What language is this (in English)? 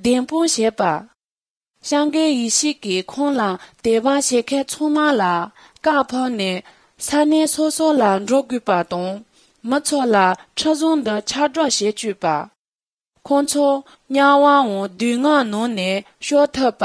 Tibetan